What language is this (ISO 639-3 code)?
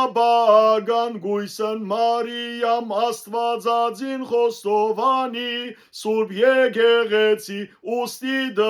hyw